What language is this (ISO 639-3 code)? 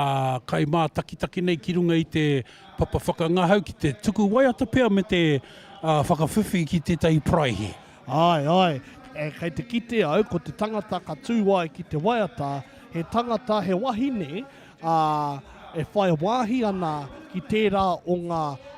mri